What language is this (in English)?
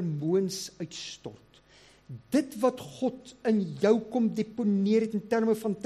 Afrikaans